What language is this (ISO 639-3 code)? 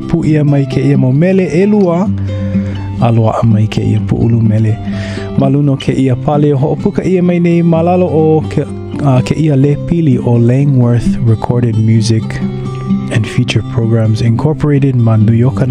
haw